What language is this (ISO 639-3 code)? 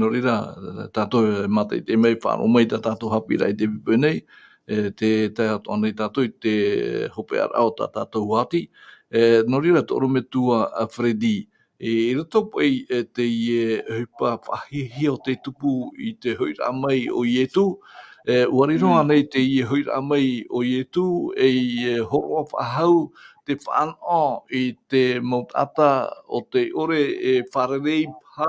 tah